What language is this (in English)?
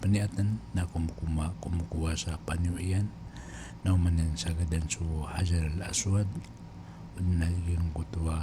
Maranao